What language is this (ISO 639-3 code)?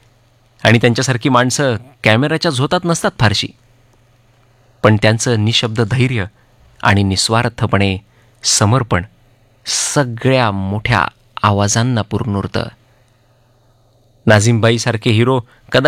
mar